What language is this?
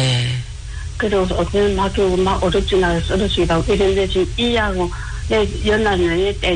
Korean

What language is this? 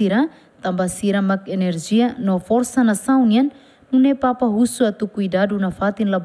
Tetum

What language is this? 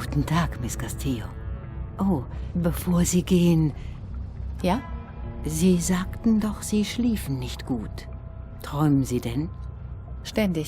Swiss German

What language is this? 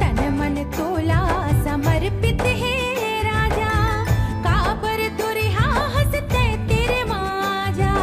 Chhattisgarhi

